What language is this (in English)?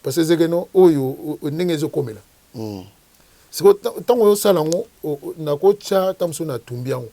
Lingala